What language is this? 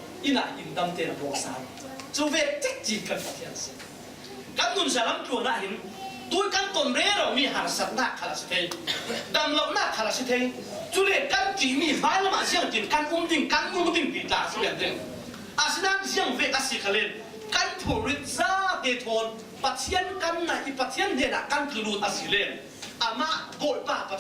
Falam Chin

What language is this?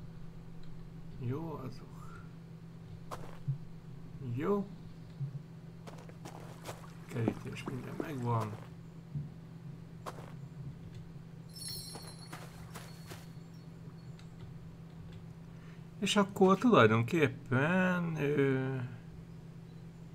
Hungarian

